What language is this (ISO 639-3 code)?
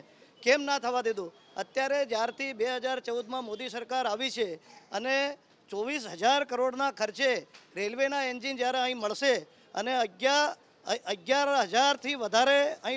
guj